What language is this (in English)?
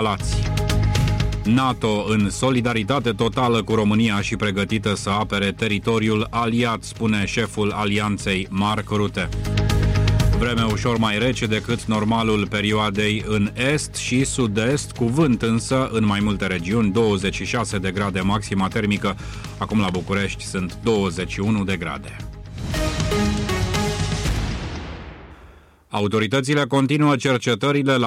Romanian